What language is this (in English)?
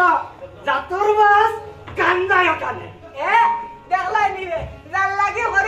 Sylheti